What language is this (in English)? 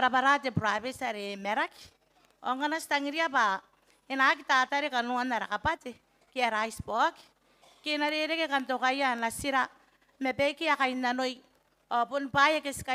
Gilbertese